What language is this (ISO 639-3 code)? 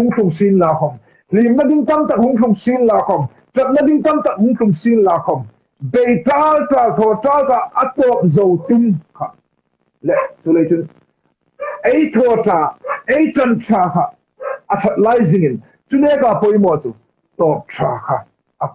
hmr